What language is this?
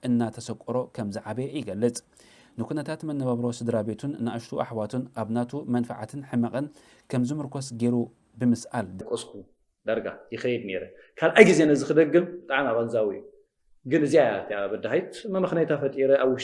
Tigrinya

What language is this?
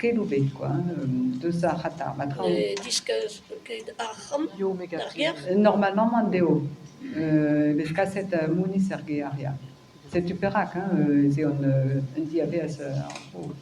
Breton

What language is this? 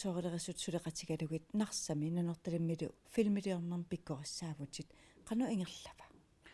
Kalaallisut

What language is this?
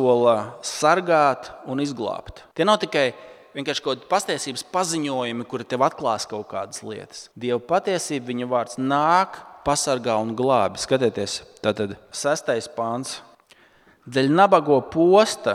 Latvian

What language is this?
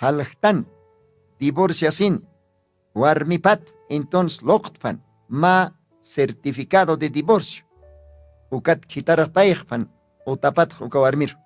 Aymara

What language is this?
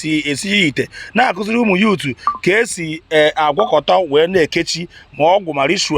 Igbo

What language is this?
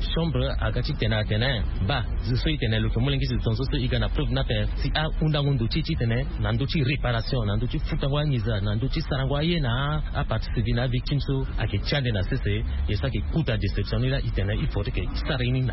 Sango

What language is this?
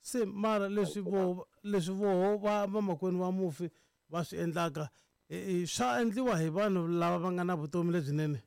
Tsonga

